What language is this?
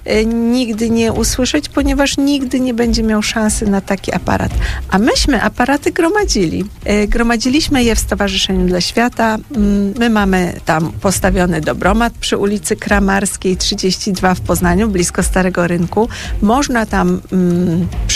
Polish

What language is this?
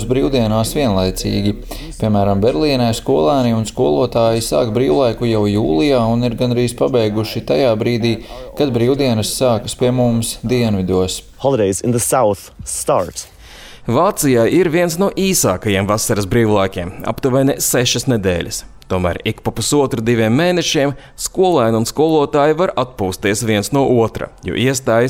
Latvian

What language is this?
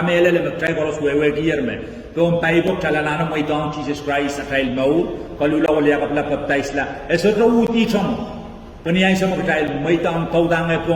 Pohnpeian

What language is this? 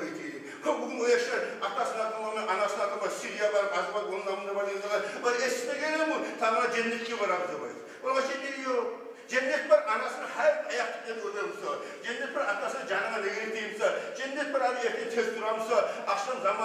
Kumyk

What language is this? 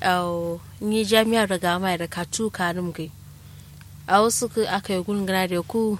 Kanuri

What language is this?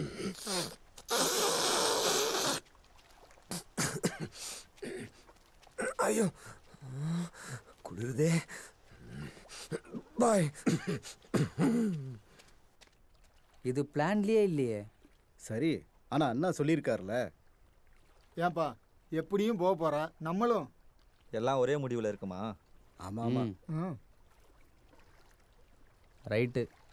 Tamil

